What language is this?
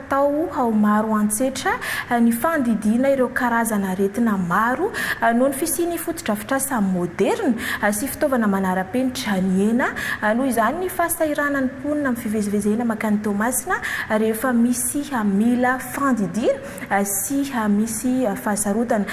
Malagasy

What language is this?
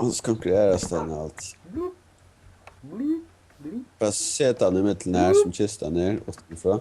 Faroese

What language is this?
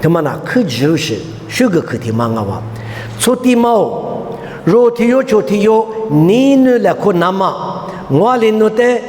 Lisu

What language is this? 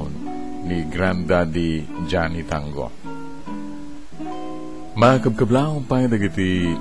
Iloko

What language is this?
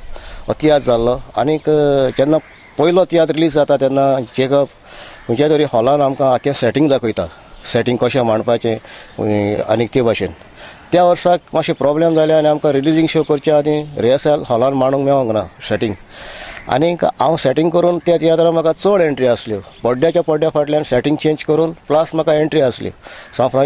Konkani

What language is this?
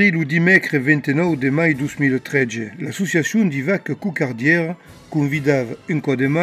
Occitan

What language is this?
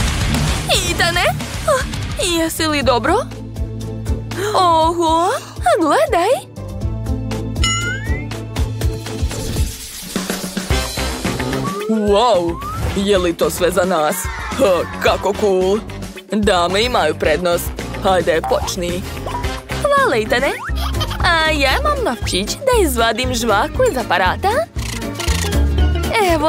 Serbian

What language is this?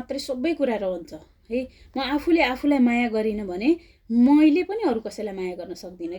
Nepali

